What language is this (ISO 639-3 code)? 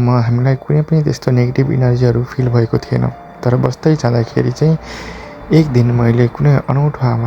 nep